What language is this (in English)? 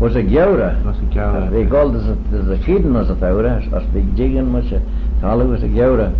Manx